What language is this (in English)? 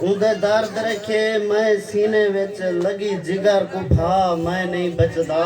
Saraiki